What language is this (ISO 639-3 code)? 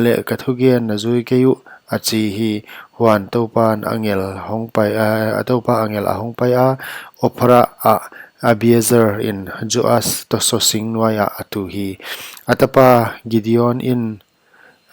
pck